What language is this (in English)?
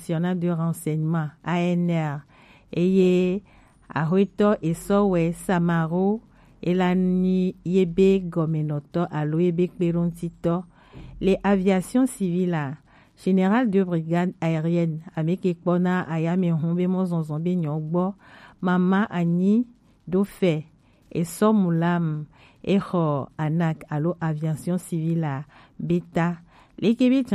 Gen